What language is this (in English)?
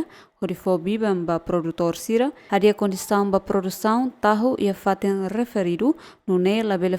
Tetum